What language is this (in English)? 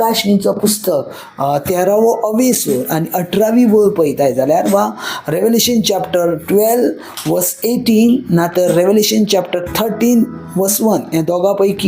Konkani